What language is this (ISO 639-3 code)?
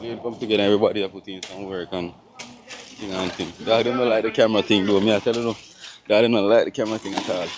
jam